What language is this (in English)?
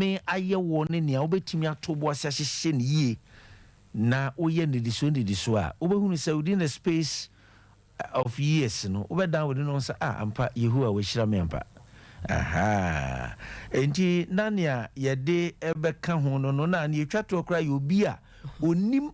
Akan